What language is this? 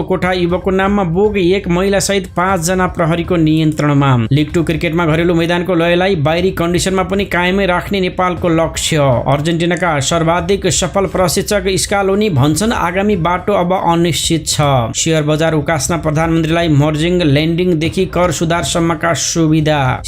Nepali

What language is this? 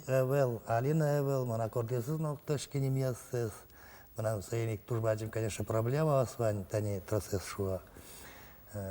Udmurt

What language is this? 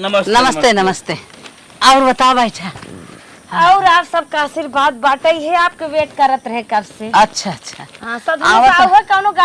Awadhi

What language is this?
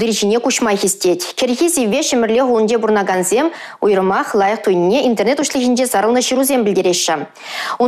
Chuvash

